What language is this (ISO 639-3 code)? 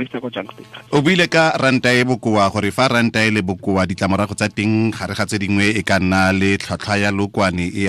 tsn